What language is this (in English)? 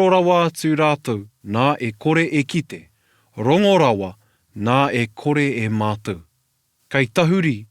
Māori